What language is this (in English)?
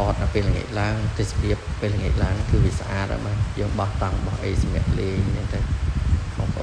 Khmer